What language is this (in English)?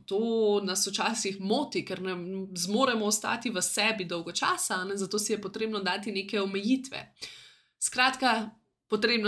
Slovenian